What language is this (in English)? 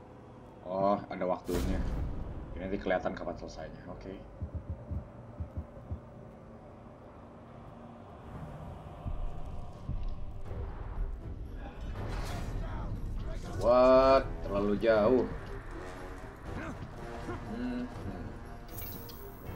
Indonesian